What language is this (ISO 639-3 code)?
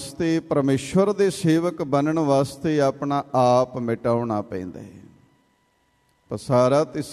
pan